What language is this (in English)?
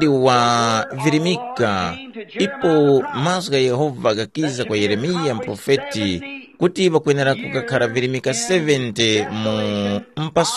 Tumbuka